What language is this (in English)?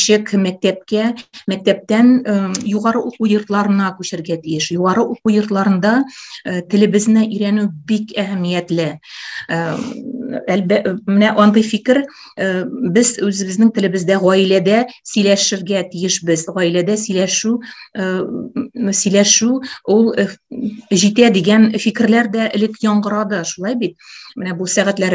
Tatar